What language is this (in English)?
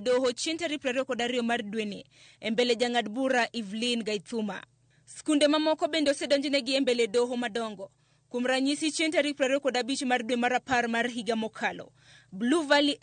Luo (Kenya and Tanzania)